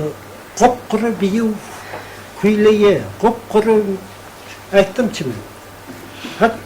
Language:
Kumyk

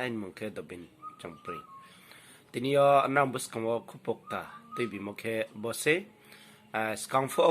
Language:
Riang (India)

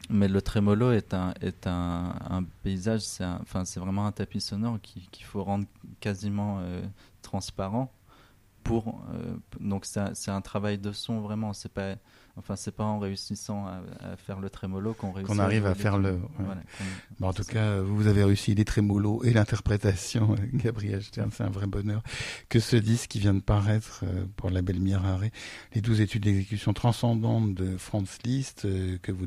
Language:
French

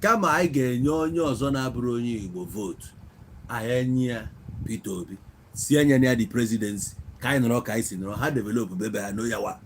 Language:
Igbo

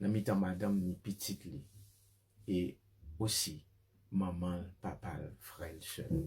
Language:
Haitian Creole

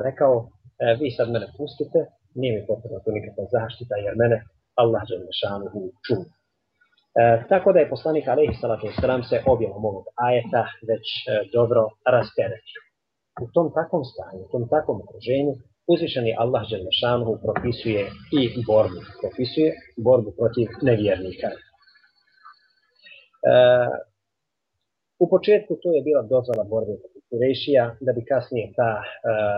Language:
Bosnian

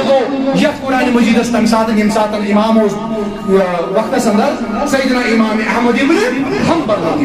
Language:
Kashmiri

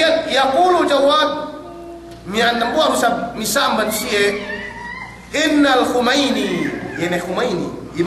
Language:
Yakan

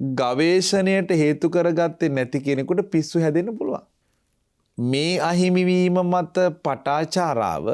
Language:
Sinhala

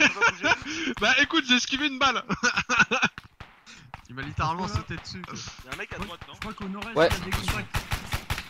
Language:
French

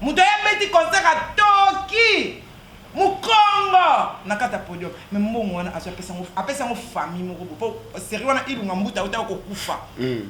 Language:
Lingala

